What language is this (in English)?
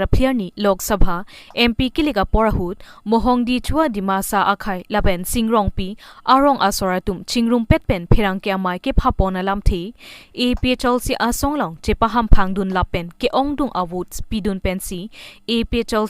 Karbi